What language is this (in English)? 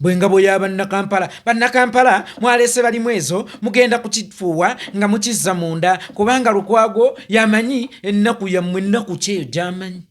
Ganda